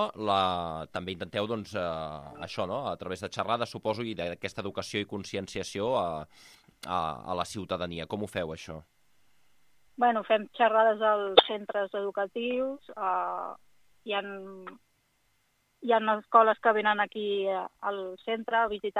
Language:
Catalan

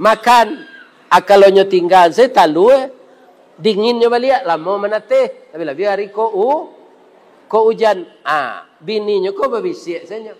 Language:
Minangkabau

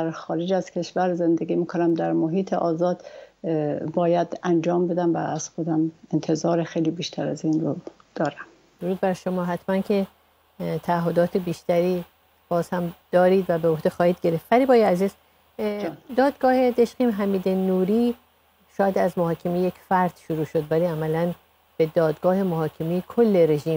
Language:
Persian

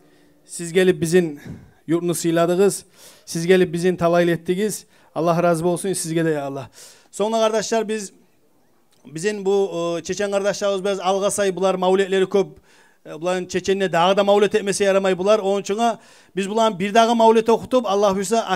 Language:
Kumyk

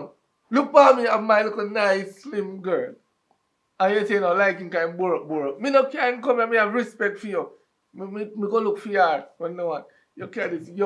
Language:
Jamaican Creole English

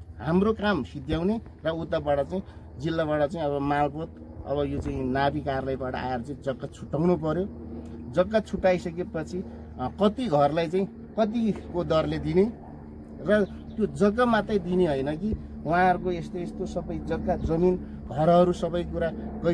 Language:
Nepali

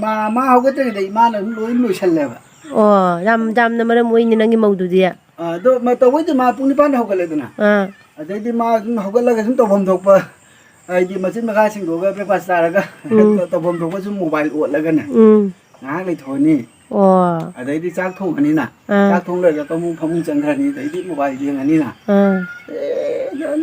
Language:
Manipuri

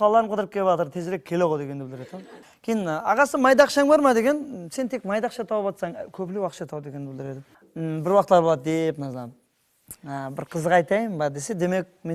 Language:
Kara-Kalpak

